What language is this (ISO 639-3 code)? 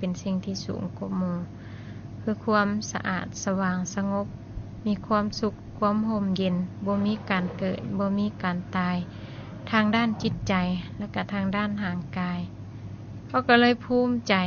lao